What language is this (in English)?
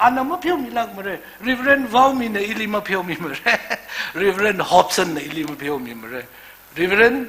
Tangkhul Naga (India)